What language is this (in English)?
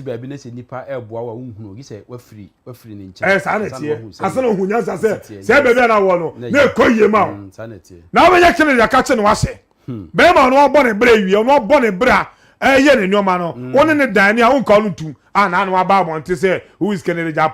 Akan